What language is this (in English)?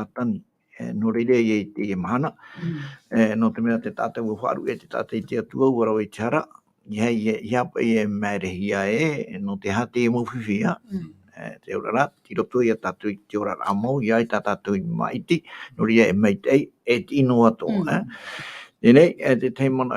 Tahitian